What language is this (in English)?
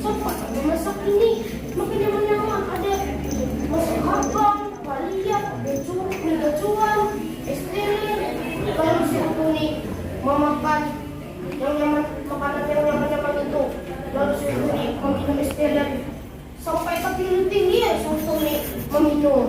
Banjar